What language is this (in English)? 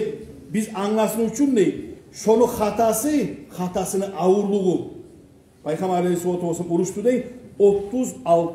Kumyk